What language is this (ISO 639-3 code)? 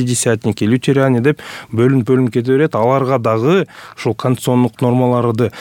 kir